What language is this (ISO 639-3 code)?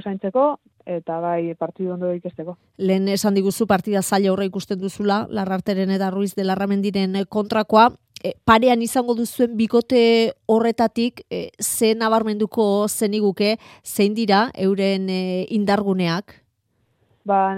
eus